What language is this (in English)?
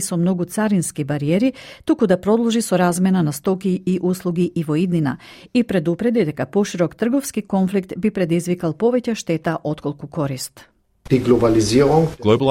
Macedonian